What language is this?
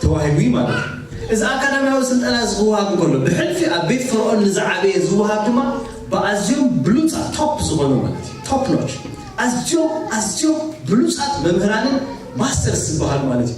Tigrinya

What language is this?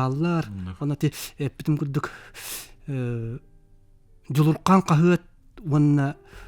Yakut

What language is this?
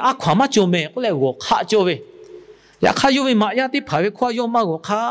Lahu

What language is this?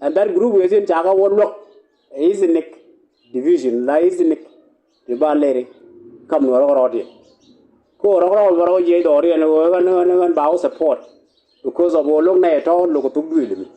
Nuer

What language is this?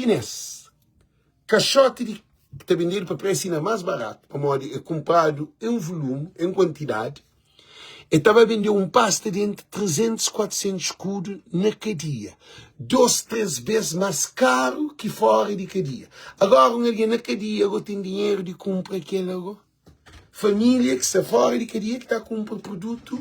Kabuverdianu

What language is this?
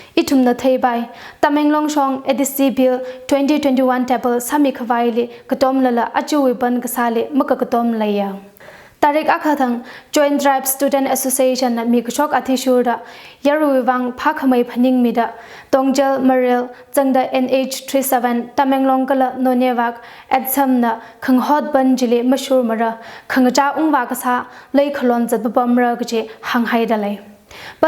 Tangkhul Naga (India)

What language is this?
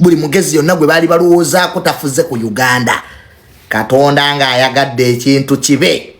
Ganda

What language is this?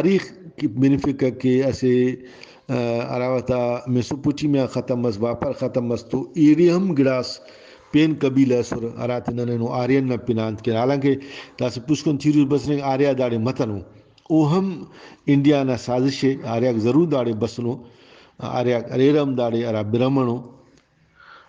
Brahui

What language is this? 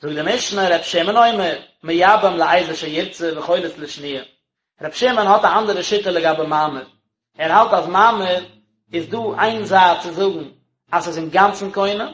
Yiddish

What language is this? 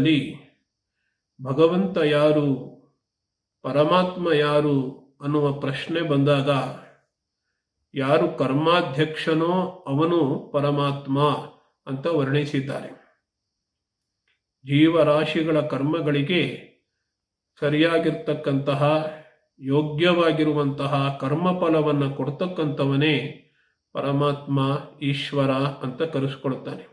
Kannada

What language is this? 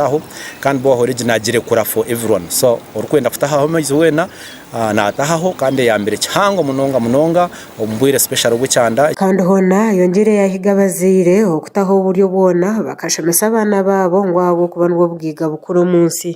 Nyankole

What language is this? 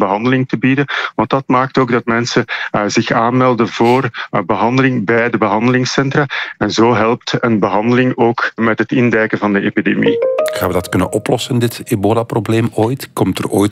Dutch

